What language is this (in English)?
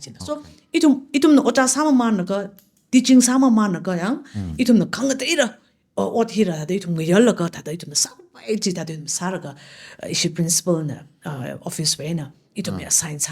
Tangkhul Naga (India)